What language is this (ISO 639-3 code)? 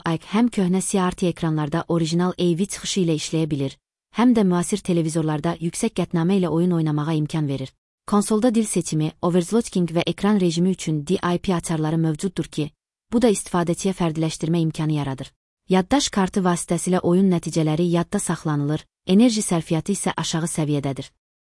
aze